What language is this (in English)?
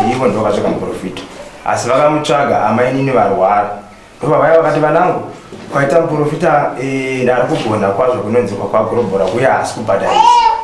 Shona